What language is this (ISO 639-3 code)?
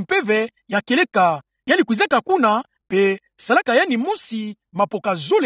ktu